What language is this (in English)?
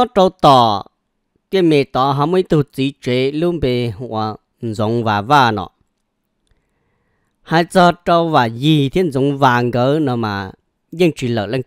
Vietnamese